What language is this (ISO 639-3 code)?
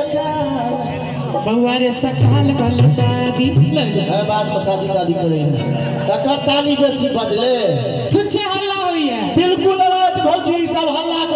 mai